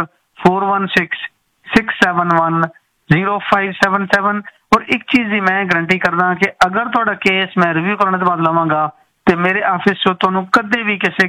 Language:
Punjabi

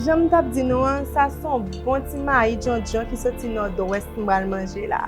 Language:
Haitian Creole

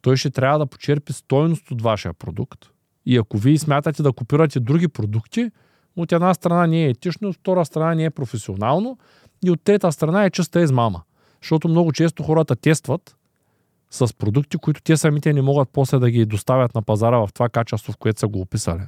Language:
Bulgarian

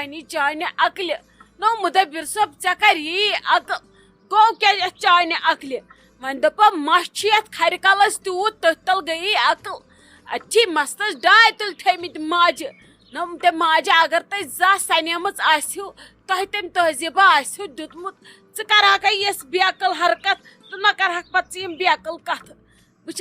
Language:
Kashmiri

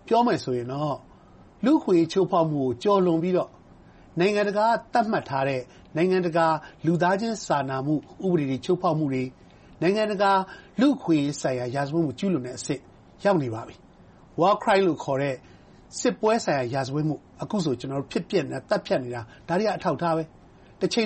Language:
Burmese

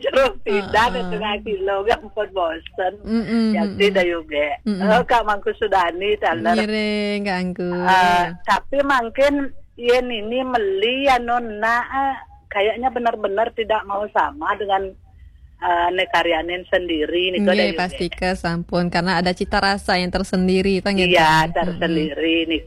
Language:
Balinese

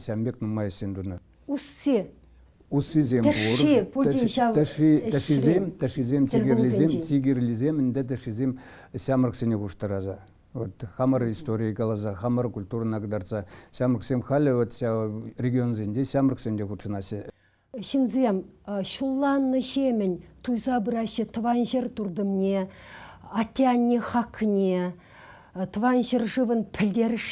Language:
Chuvash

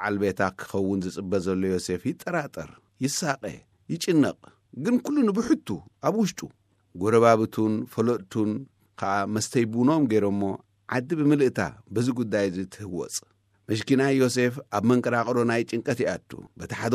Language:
Tigrinya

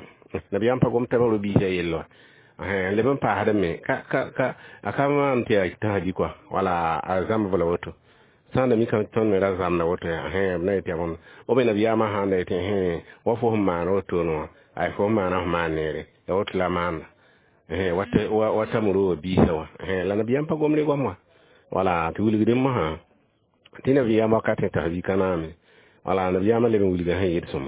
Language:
Mossi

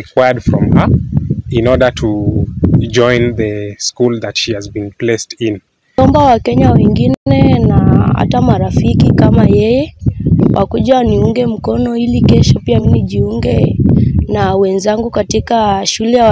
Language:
Kikuyu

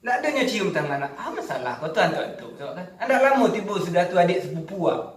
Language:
Minangkabau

